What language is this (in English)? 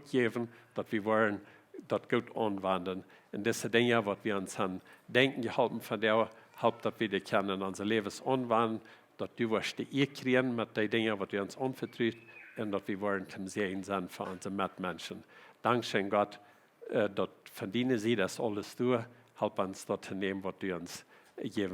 Plautdietsch